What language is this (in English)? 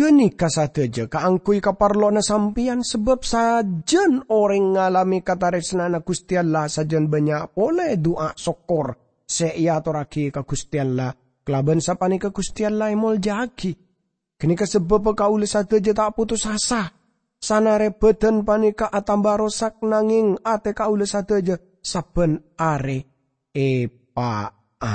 Madurese